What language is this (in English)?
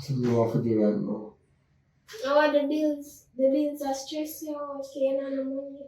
Jamaican Creole English